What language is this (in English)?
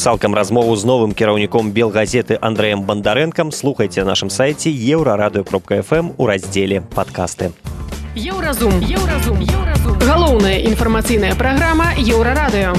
Belarusian